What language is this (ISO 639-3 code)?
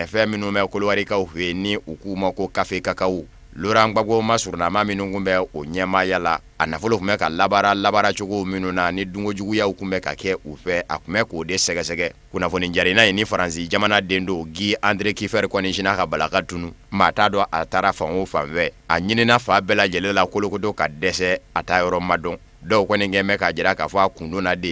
bam